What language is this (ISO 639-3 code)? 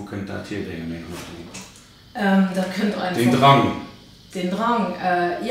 ltz